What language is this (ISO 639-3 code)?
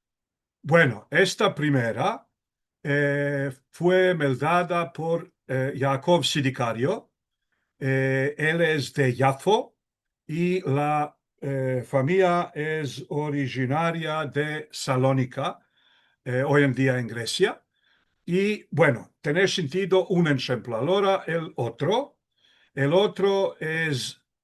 lad